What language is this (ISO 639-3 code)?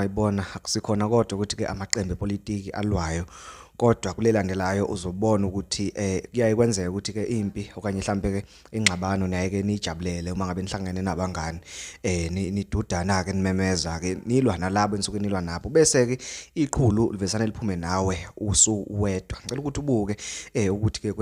zul